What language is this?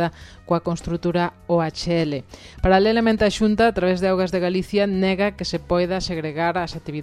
Galician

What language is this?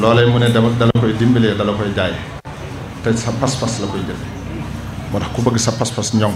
Wolof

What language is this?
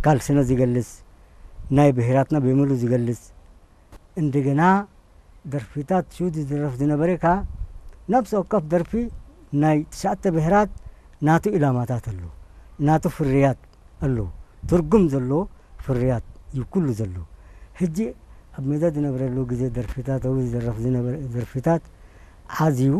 Tigrinya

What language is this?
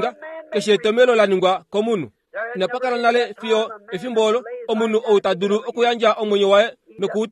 Kuanyama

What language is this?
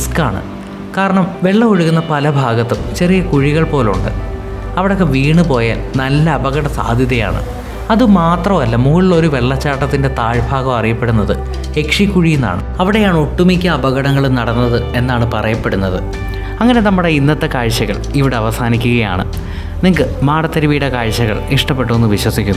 Malayalam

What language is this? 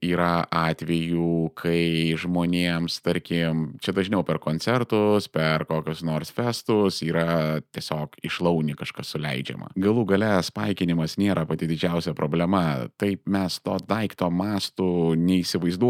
Lithuanian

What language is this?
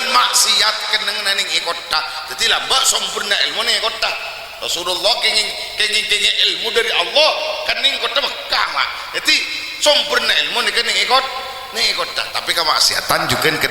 Madurese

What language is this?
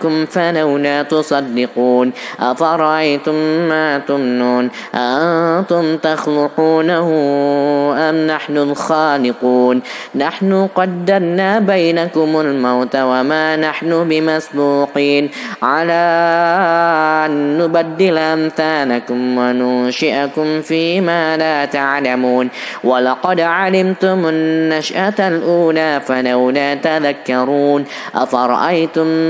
Arabic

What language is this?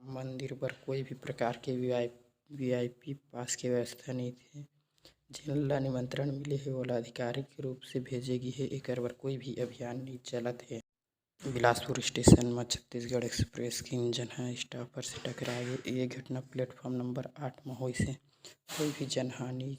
Chhattisgarhi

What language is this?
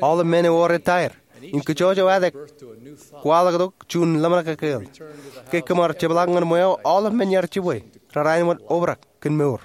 Marshallese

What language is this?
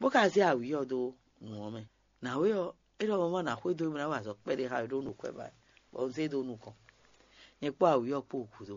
Fon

